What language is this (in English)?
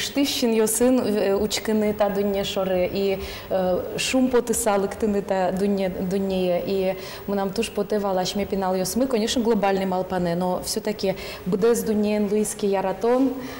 Udmurt